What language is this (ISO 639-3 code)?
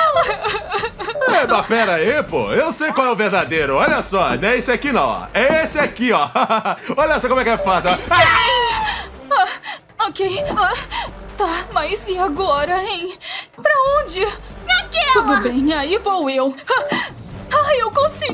por